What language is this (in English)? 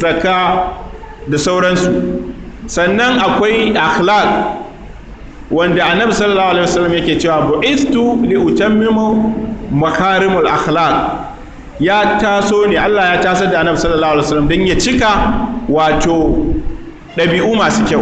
Hausa